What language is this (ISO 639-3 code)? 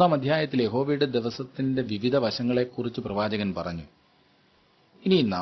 mal